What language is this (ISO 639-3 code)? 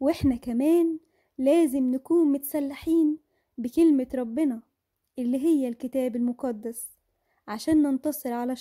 arz